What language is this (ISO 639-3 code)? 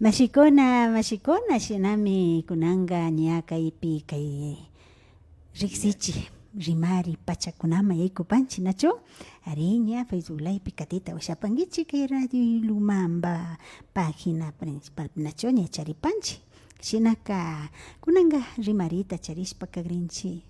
qvi